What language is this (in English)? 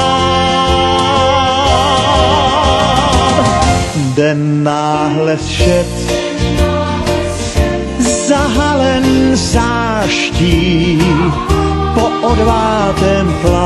Czech